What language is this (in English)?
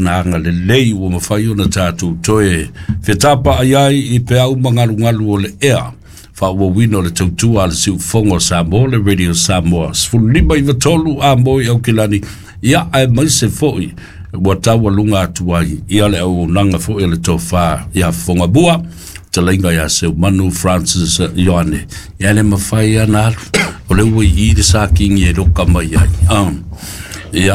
Samoan